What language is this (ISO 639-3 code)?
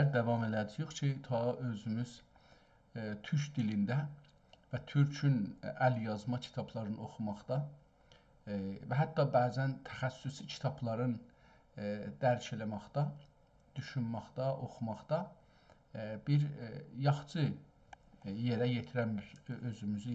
azb